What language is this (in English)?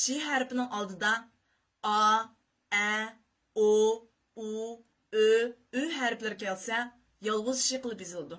Uyghur